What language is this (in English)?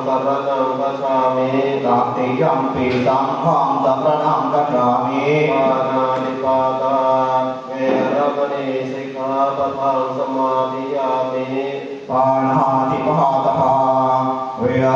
Pali